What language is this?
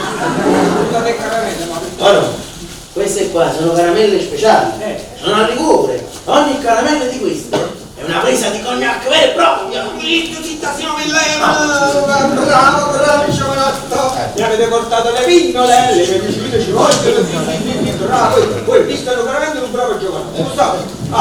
Neapolitan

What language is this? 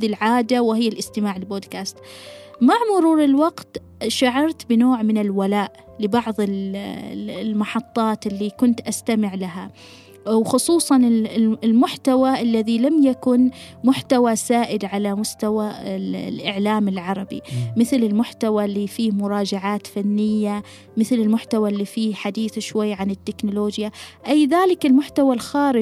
Gulf Arabic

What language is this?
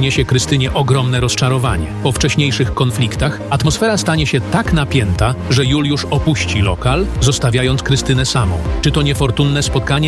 Polish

